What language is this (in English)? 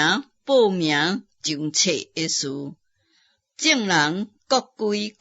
Min Nan Chinese